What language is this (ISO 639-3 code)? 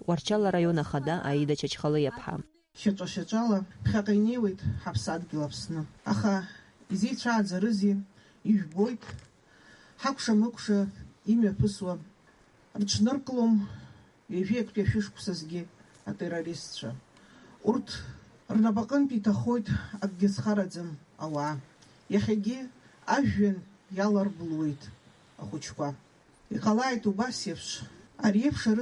abk